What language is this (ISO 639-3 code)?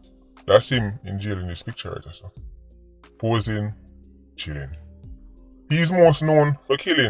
jam